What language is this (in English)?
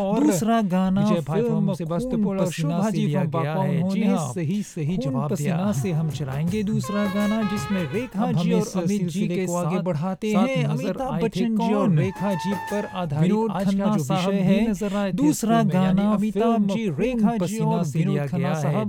Hindi